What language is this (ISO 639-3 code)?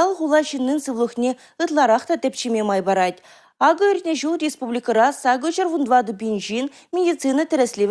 chv